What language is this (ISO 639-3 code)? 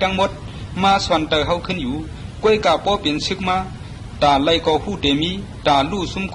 shn